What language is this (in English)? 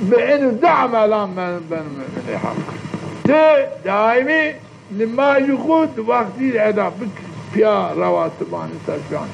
Zaza